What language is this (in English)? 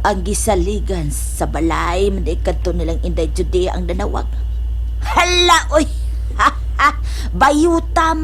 Cebuano